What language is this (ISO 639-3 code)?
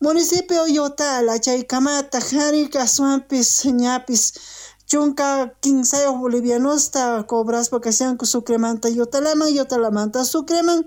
quh